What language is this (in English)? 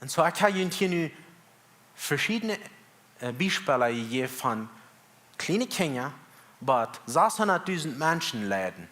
Plautdietsch